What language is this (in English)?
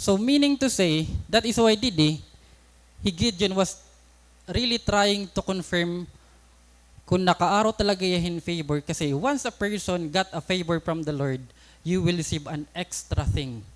Waray